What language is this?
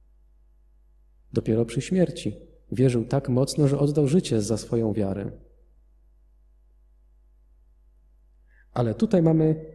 Polish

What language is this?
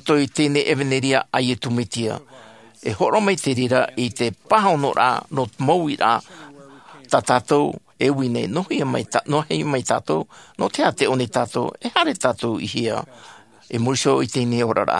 Tahitian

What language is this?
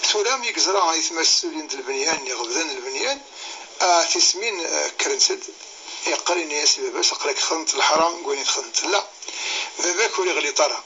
Kabyle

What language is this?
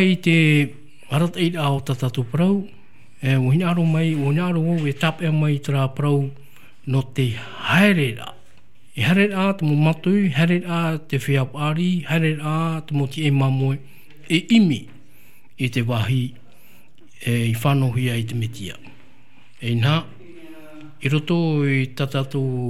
Tahitian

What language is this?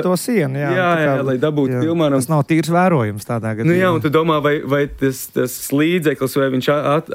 Latvian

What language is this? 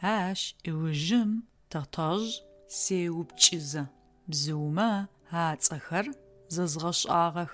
Adyghe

